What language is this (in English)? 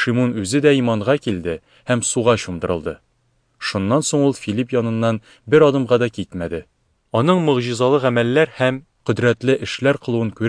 Tatar